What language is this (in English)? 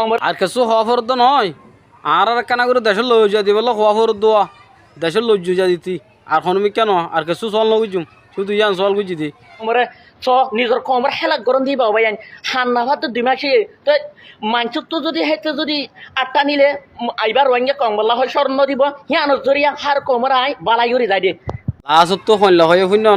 Rohingya